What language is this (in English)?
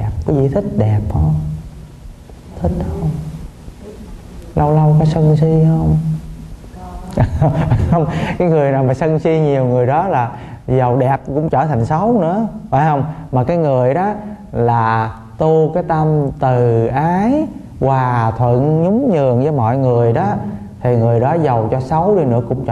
Vietnamese